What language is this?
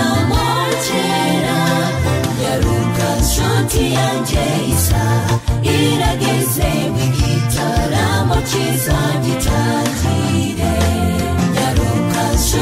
Kinyarwanda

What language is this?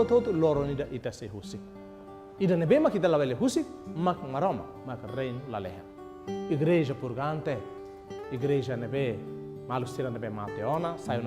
Tetum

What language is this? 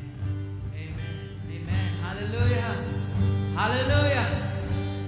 Khasi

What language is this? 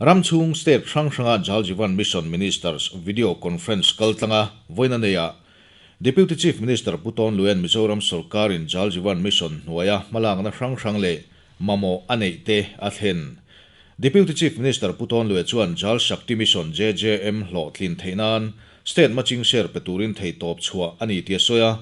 Mizo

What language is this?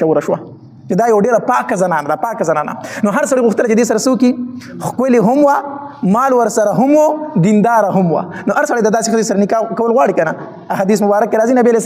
Pashto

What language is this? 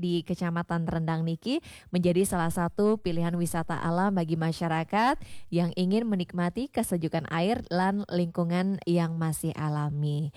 Balinese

